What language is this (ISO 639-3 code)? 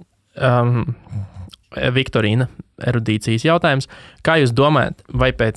lav